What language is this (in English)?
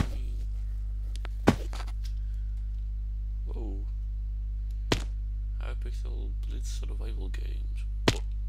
Dutch